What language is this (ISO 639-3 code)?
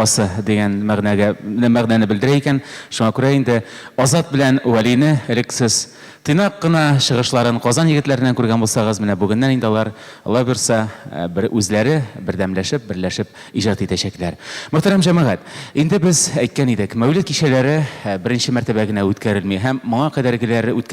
tat